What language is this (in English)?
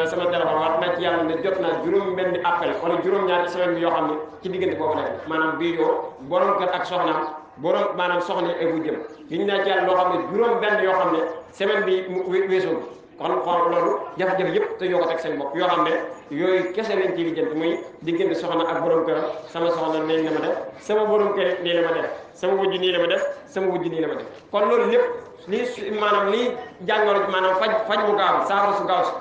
Wolof